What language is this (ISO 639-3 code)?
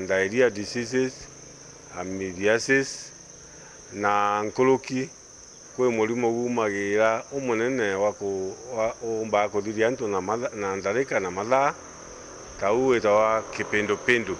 mer